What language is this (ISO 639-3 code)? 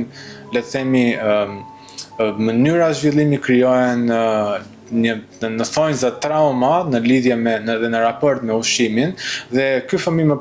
sqi